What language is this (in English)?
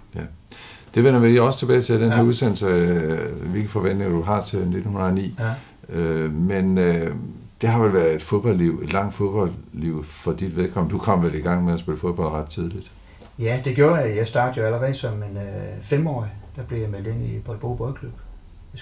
Danish